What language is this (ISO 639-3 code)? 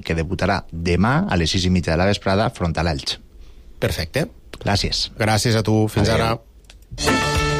cat